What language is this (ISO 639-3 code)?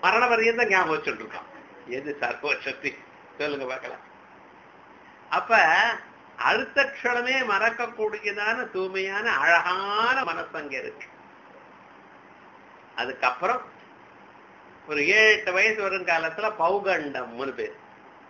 tam